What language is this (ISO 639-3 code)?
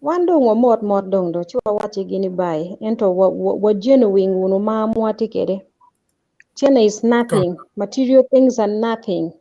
ach